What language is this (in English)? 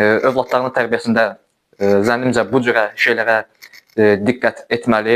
Azerbaijani